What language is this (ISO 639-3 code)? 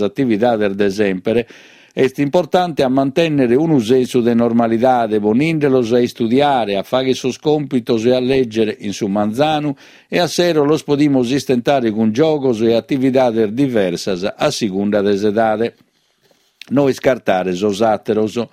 srd